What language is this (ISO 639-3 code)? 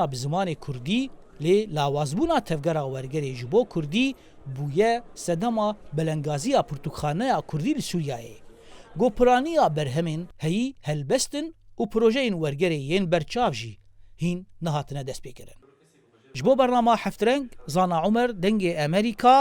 kur